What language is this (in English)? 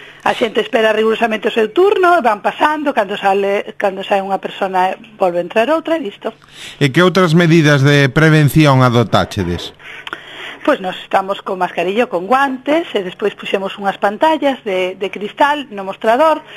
Galician